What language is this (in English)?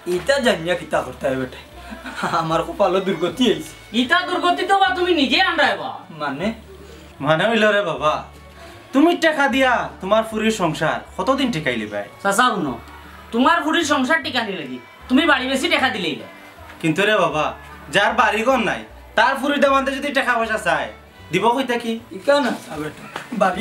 Sylheti